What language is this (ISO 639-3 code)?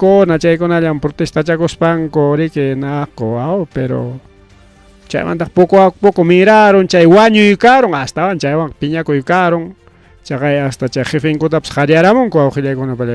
quy